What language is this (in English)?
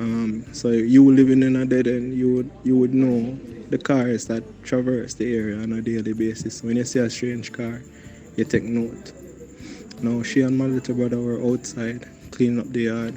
Jamaican Creole English